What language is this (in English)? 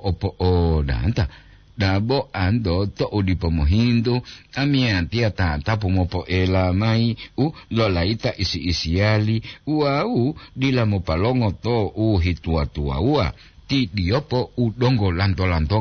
Gorontalo